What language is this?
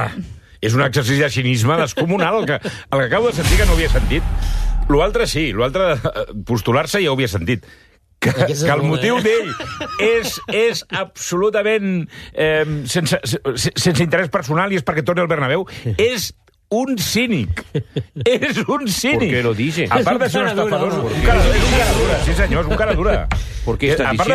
Catalan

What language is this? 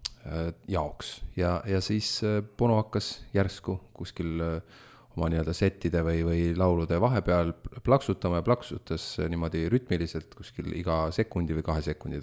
Estonian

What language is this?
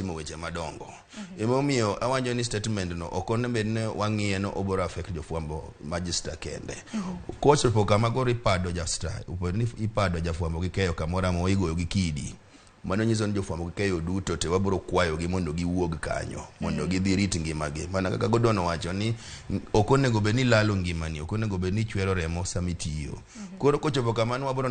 Luo (Kenya and Tanzania)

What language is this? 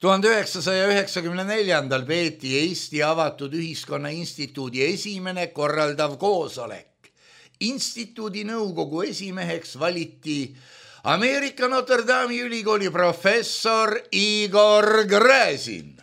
Estonian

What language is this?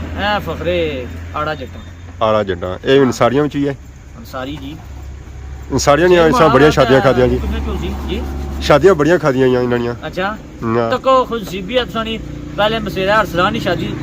Pahari-Potwari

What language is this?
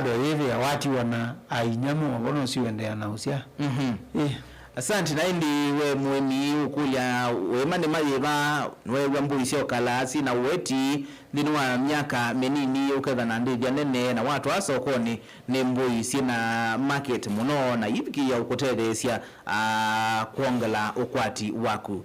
Kamba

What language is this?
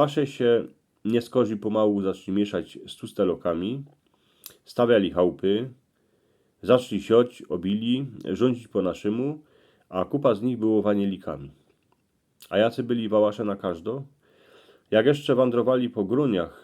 Silesian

